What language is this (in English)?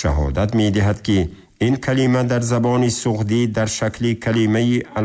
Tajik